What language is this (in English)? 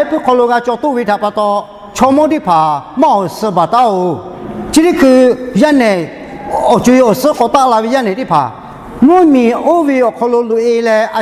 Lahu